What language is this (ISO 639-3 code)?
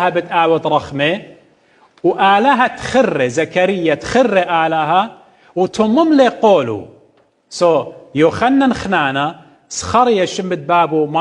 aii